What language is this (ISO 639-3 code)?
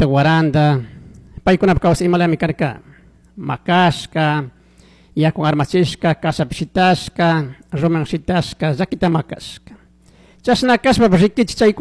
qug